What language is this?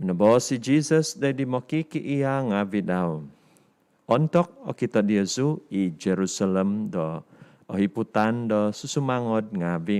Central Dusun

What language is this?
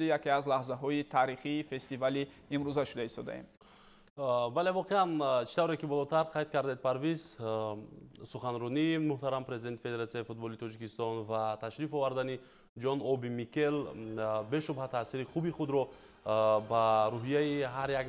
Tajik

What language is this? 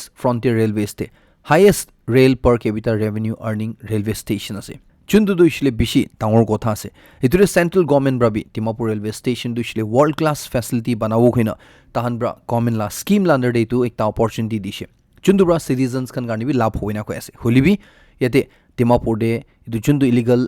Naga Pidgin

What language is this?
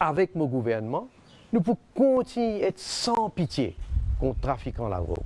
Morisyen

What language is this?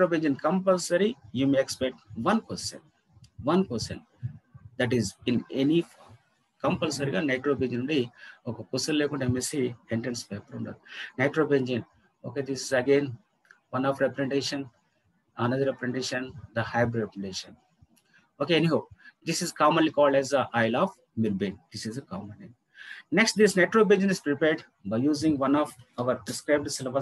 Telugu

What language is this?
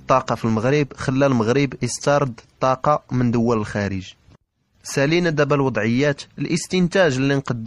Moroccan Arabic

